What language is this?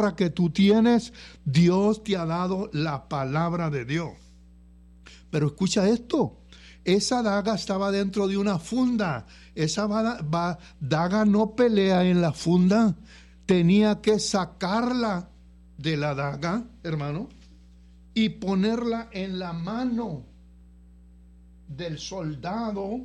Spanish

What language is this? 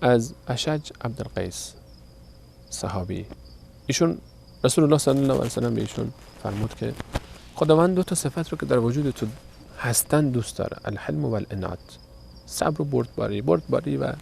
Persian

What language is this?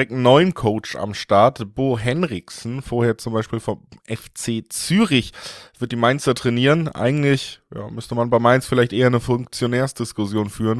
German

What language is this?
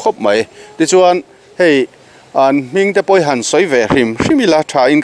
Mizo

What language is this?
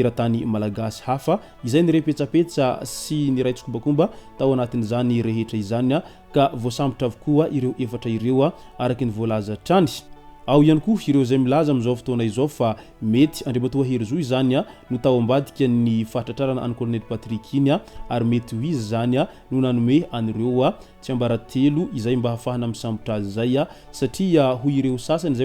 Malagasy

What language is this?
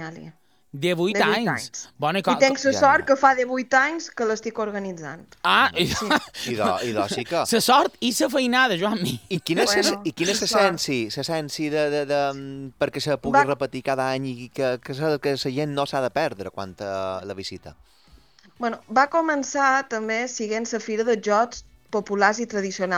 Catalan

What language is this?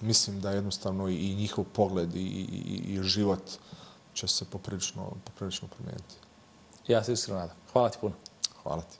Bosnian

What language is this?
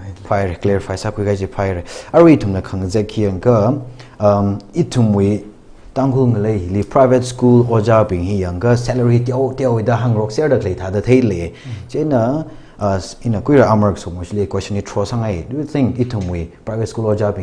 Tangkhul Naga (India)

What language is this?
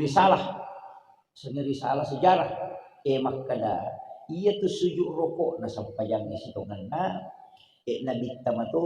Buginese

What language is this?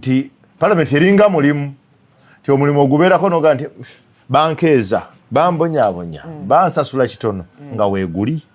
Ganda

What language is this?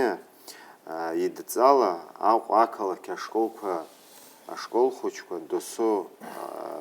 Abkhazian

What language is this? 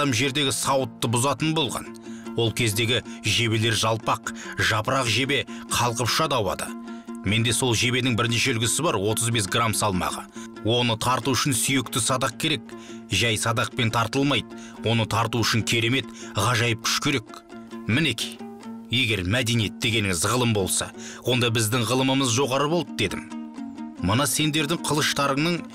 Kazakh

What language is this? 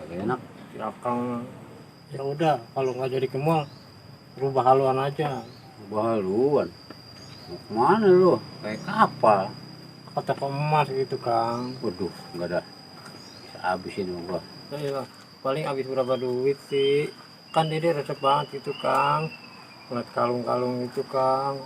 Betawi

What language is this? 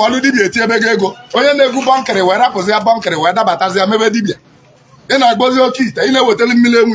Igbo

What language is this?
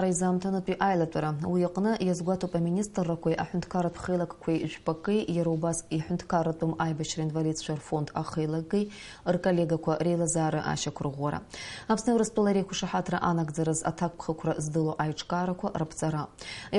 Abkhazian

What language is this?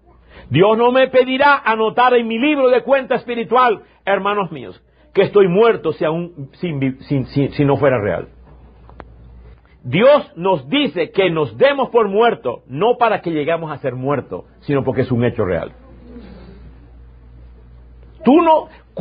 Spanish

